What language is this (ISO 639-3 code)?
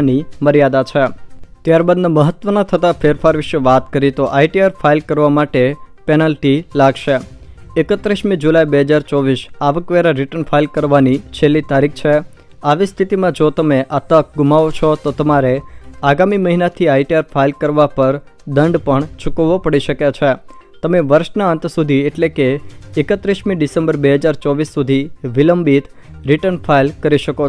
guj